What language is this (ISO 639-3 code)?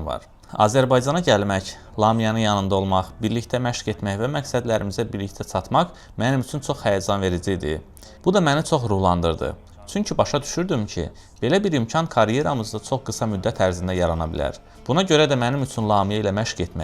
aze